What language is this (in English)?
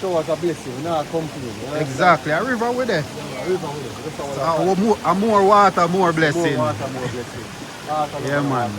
Jamaican Creole English